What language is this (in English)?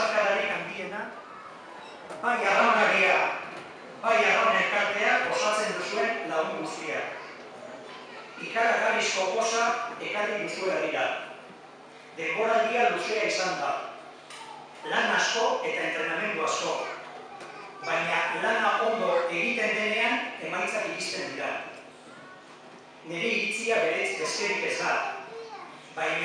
Basque